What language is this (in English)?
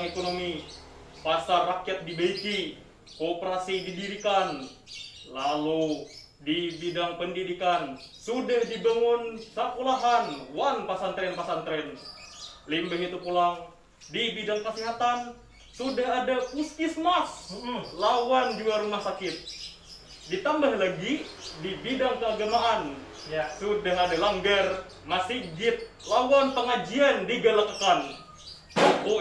Banjar